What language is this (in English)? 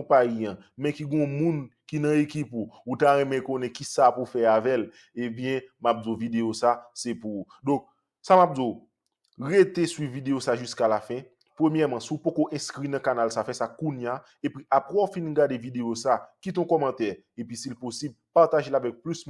Haitian Creole